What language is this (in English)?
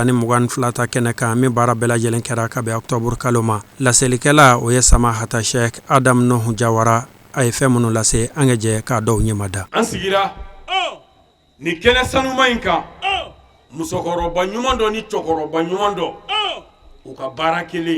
Bambara